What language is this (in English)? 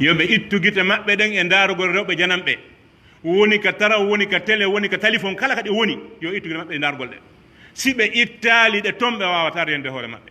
Pular